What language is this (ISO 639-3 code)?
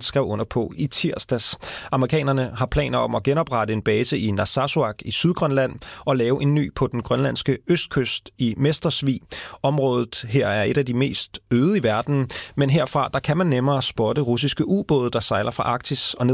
dan